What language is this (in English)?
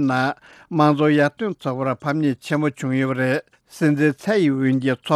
Tibetan